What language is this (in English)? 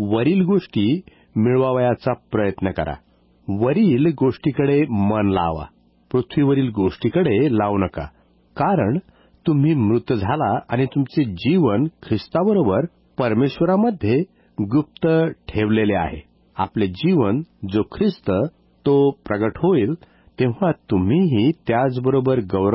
Marathi